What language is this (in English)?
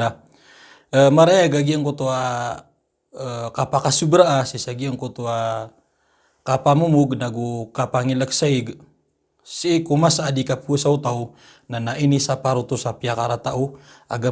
Maranao